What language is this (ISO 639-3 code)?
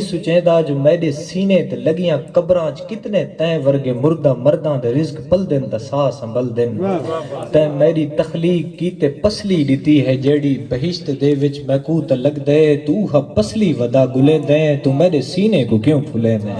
skr